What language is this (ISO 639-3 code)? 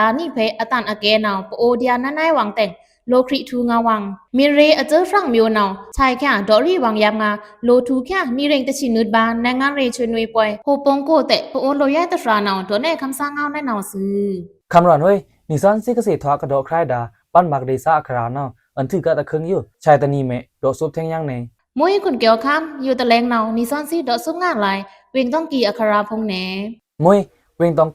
blk